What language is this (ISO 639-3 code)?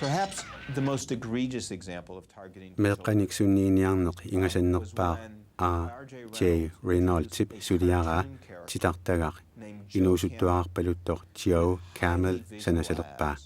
kal